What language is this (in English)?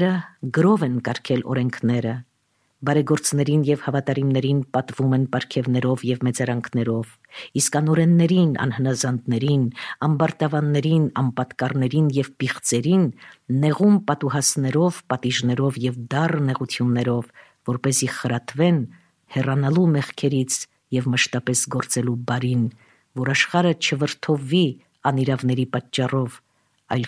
Armenian